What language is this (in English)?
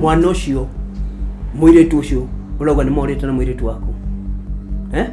Kikuyu